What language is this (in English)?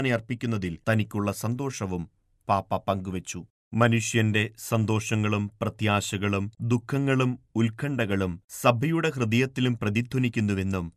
Malayalam